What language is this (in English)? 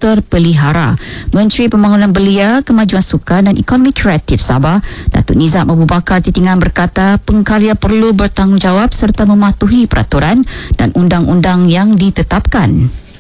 Malay